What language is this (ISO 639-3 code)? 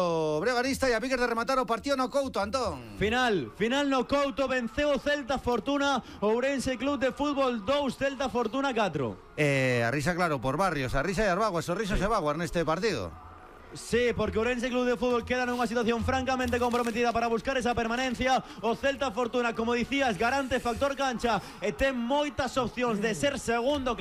glg